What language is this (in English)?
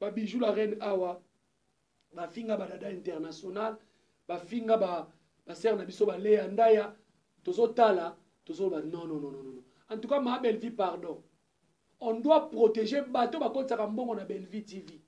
Lingala